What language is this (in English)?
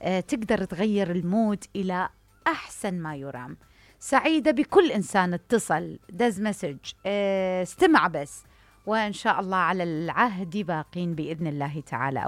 Mesopotamian Arabic